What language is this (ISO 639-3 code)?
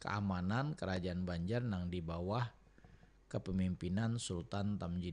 bjn